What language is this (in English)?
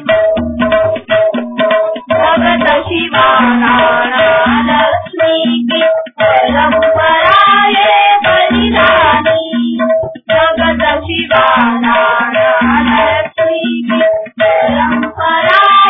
Marathi